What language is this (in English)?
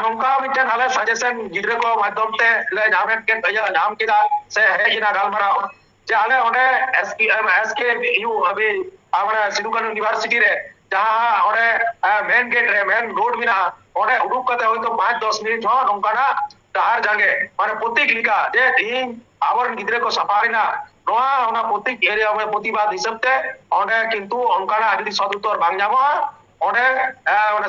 Santali